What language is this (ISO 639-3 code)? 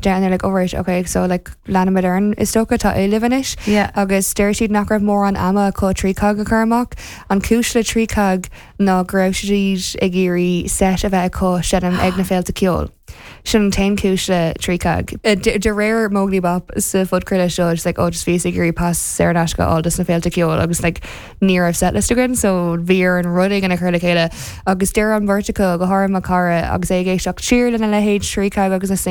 gle